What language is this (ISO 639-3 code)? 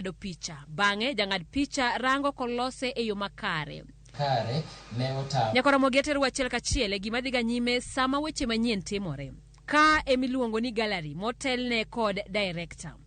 luo